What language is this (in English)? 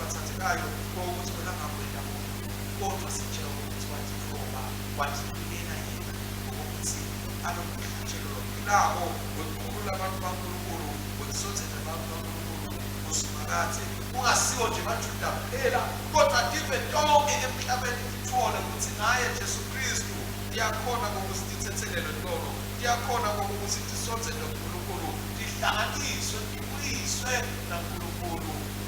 Swati